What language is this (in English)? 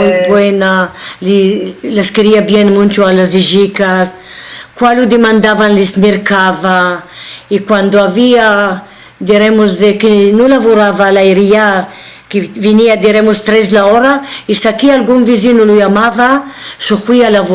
Ladino